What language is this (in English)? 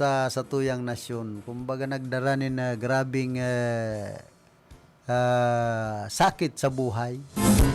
Bikol